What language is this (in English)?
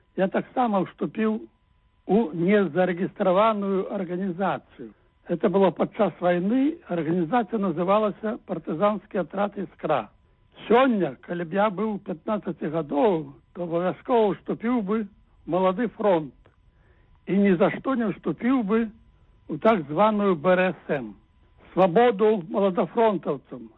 Belarusian